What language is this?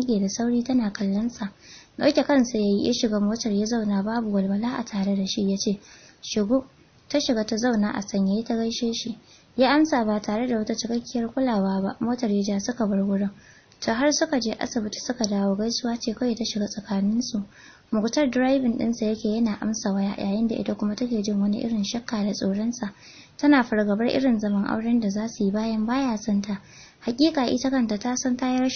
Hausa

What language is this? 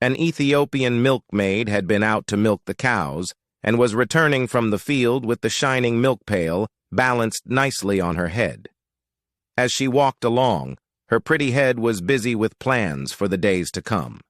English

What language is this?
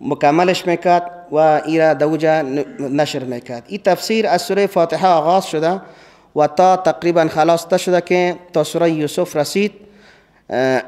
Persian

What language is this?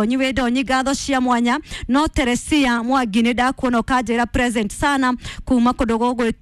Kikuyu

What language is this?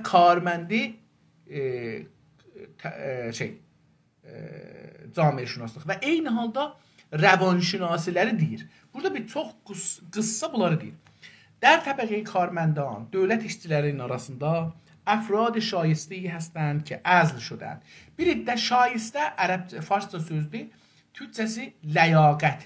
South Azerbaijani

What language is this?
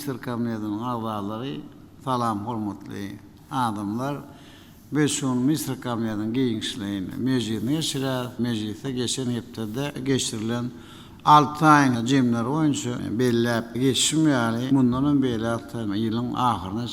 Turkmen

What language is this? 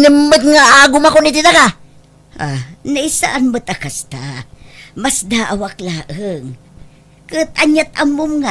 Iloko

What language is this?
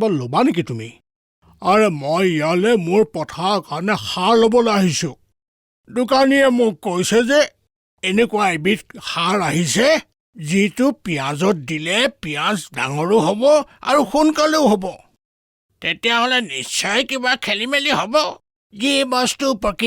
Assamese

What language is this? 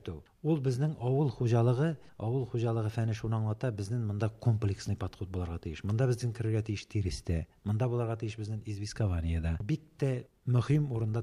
Tatar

